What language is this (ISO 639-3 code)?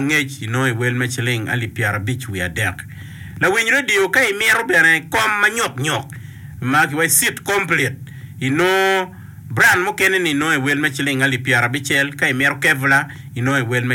ach